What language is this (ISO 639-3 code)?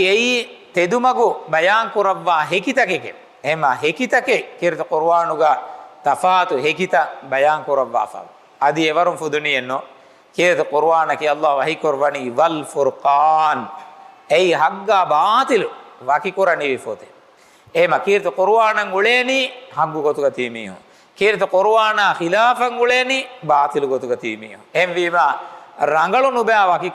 div